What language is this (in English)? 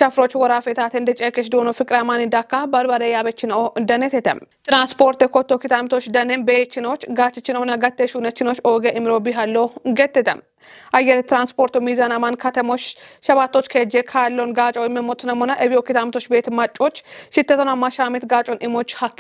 Kafa